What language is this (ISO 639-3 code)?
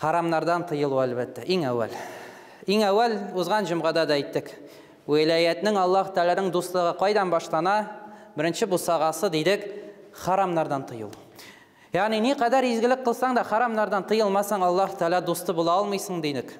tat